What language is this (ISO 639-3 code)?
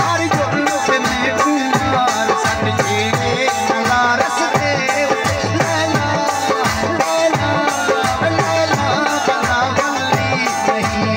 skr